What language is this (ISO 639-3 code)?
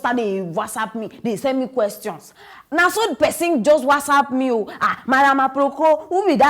pcm